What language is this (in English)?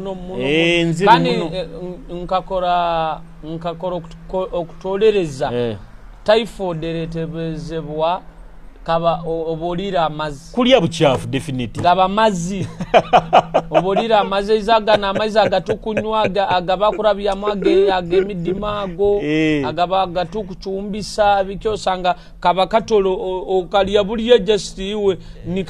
Nyoro